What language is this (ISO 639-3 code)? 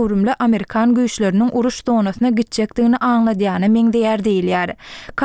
tuk